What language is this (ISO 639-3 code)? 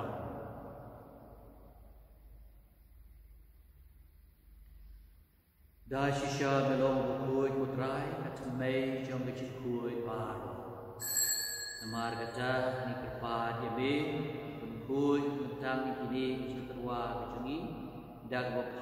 kha